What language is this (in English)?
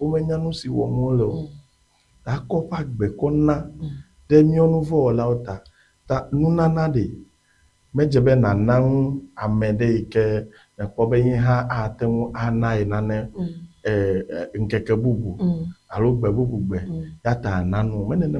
Ewe